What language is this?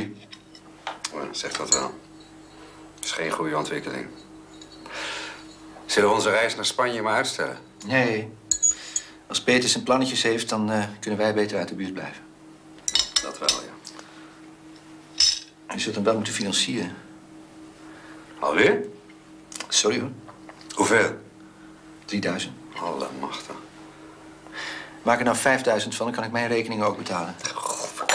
Dutch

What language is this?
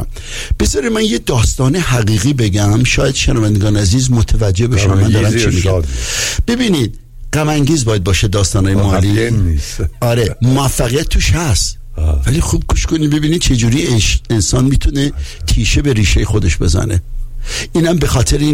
Persian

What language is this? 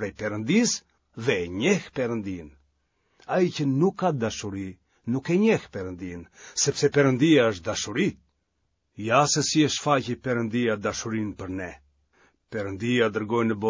Albanian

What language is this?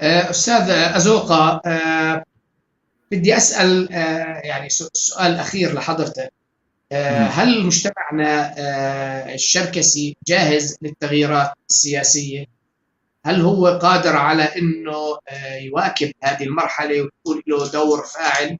North Levantine Arabic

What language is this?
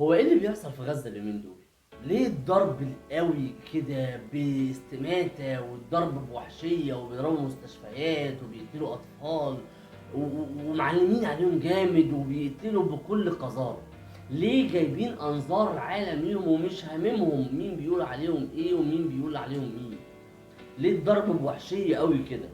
Egyptian Arabic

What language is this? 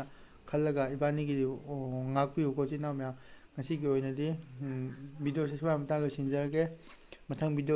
Manipuri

